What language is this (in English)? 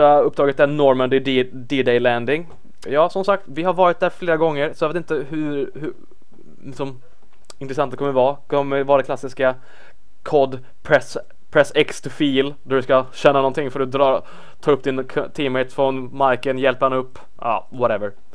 Swedish